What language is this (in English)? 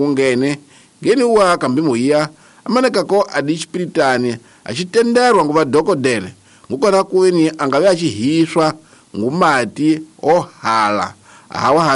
Tsonga